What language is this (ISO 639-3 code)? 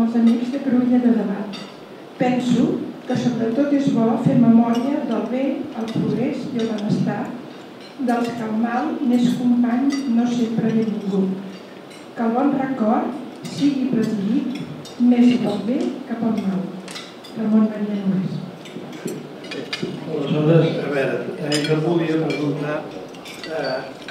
cat